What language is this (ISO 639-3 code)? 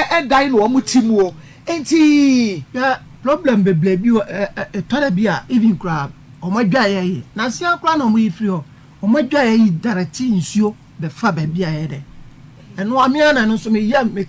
aka